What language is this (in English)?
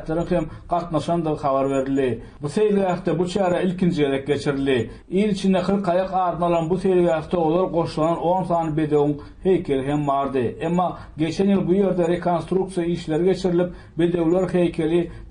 Turkmen